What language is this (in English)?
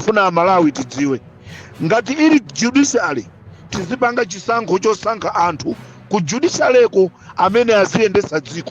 Nyanja